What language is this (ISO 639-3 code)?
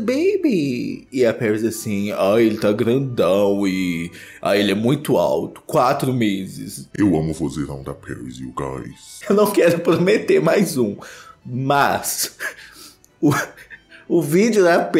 por